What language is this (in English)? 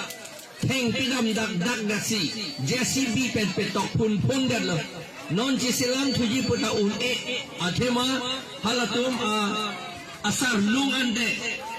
Karbi